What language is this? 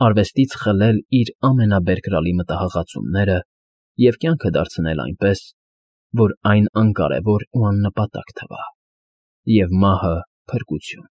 Armenian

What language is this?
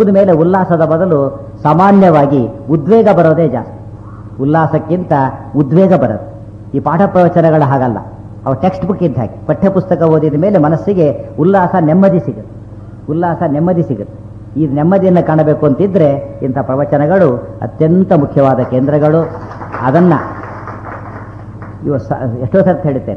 Kannada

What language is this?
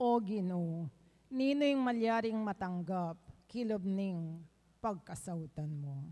Pampanga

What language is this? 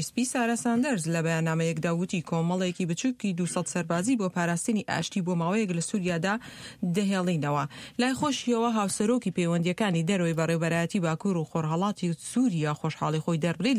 Central Kurdish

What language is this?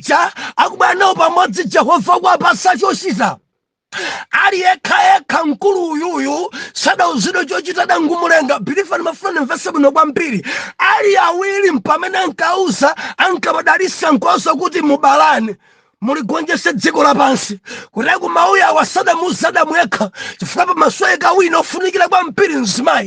Nyanja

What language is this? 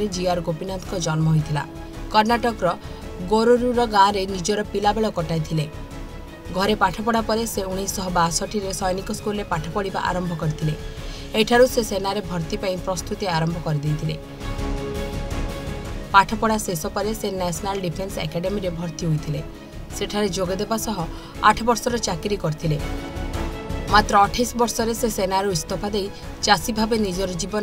Odia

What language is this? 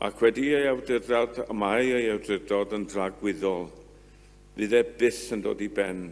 Welsh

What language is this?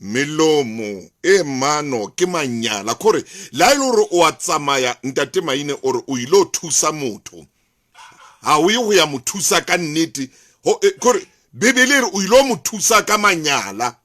Southern Sotho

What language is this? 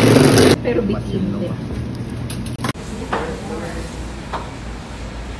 Filipino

